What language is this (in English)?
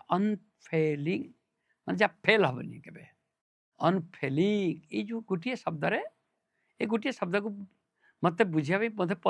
Odia